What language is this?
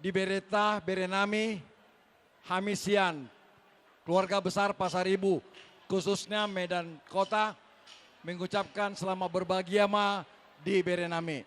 Batak Toba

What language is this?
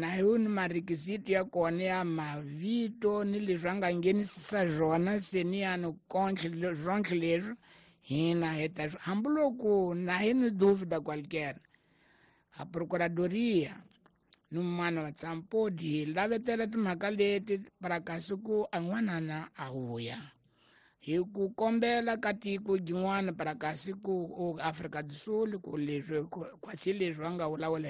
Tsonga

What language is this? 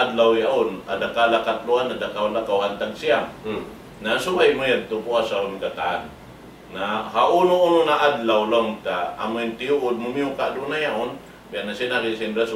Tausug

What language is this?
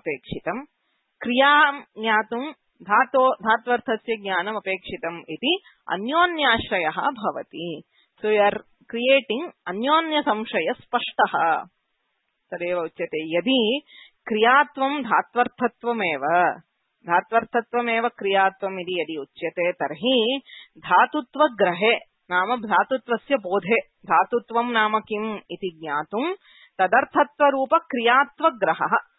Sanskrit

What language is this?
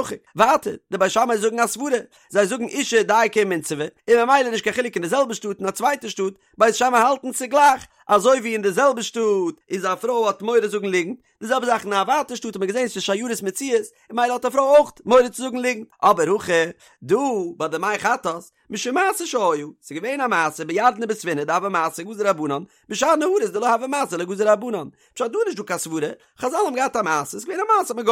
Yiddish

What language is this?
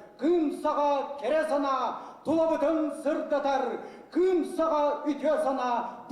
Yakut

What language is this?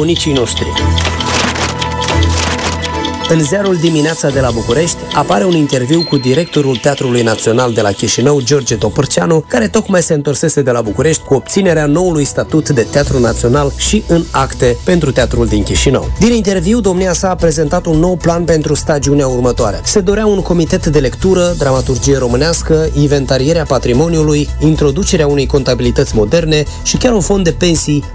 Romanian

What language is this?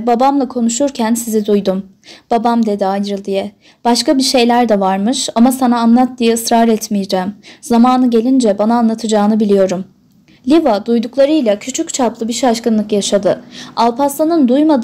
Turkish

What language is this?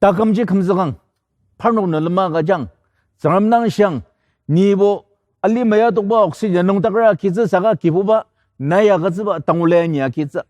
Ao Naga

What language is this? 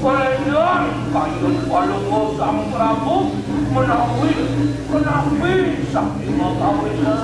Balinese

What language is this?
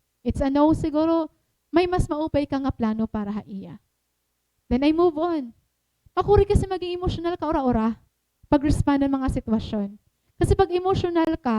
Waray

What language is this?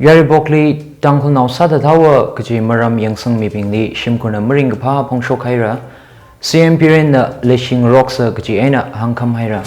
Tangkhul Naga (India)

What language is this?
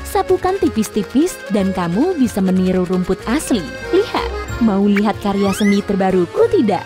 Indonesian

